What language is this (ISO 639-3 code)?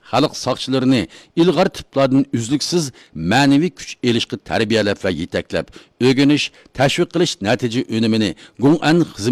uig